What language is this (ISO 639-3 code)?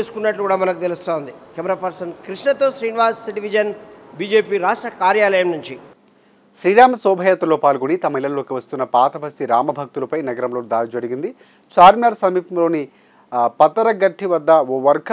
tel